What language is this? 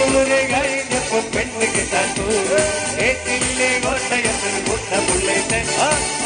Malayalam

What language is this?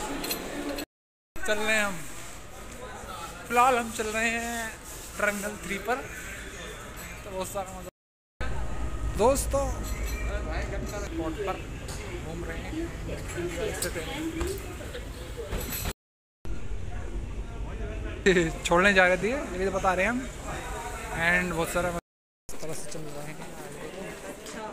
Hindi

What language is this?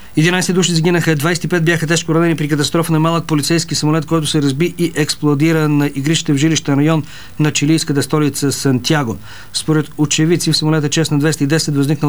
Bulgarian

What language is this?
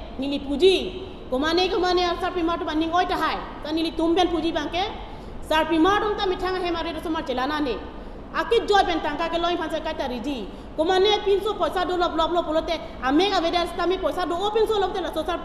Karbi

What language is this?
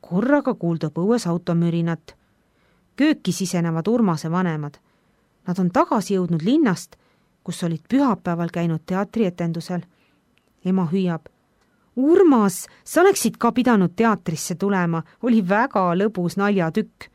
Estonian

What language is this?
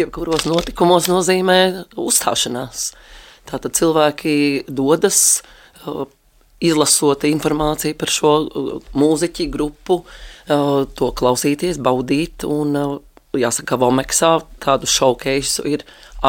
Latvian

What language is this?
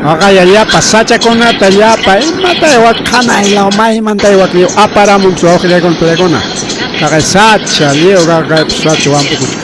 Ayacucho Quechua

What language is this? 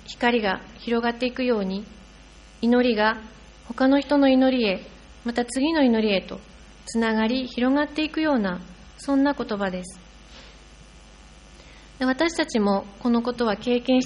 Japanese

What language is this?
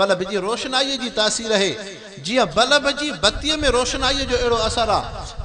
Sindhi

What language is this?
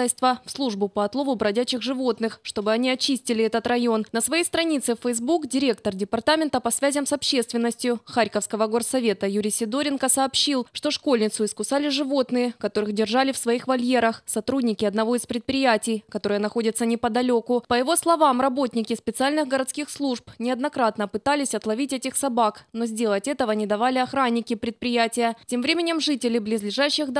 Russian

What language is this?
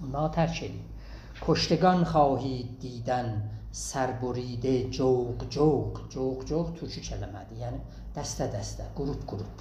South Azerbaijani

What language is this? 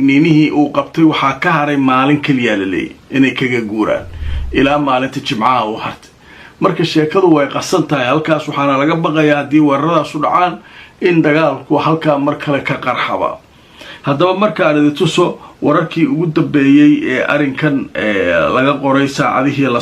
Somali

